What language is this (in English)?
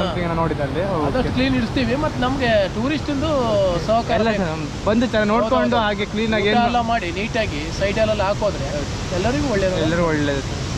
Kannada